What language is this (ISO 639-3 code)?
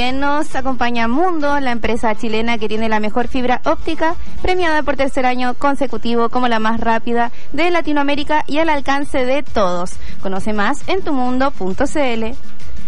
spa